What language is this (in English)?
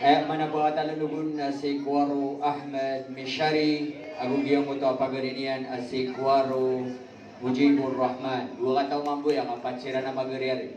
Maranao